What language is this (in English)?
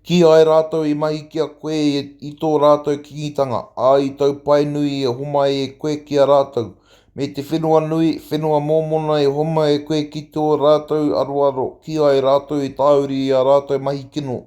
Māori